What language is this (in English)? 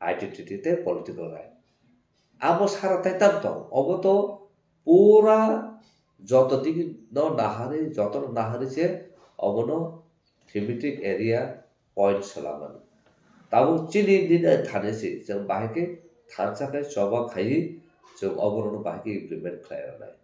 Kok Borok